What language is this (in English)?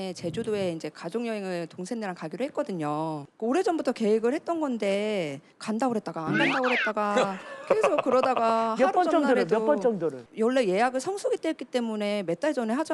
Korean